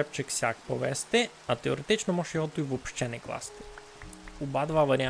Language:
Rusyn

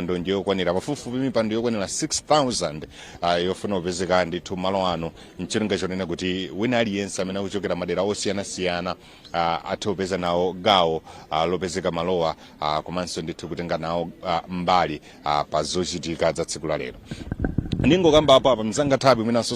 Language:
Nyanja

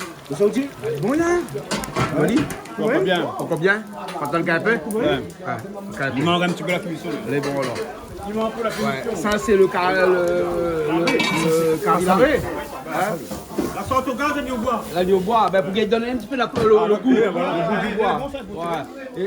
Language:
Réunion Creole French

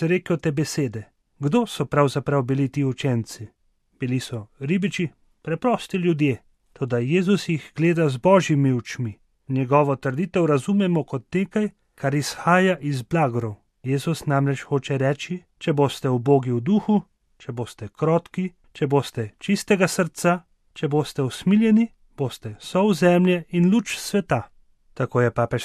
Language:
Slovenian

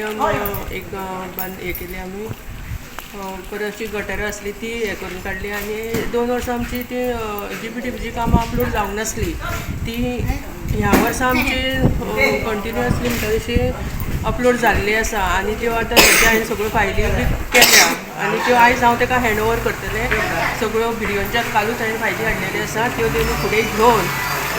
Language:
Konkani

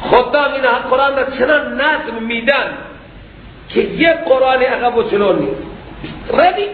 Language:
Persian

